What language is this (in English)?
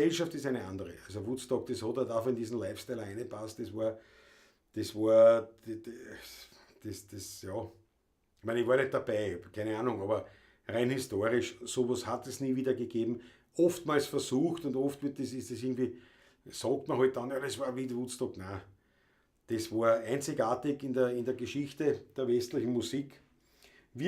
Bavarian